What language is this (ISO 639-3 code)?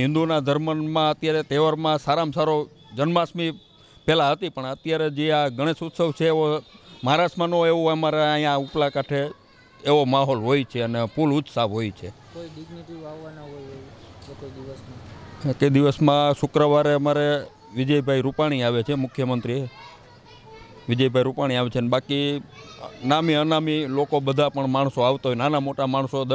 guj